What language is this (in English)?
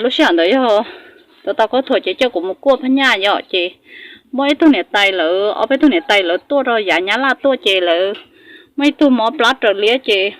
Hmong